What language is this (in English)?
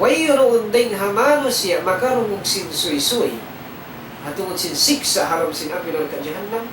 Tausug